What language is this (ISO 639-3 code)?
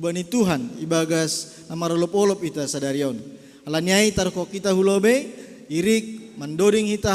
bts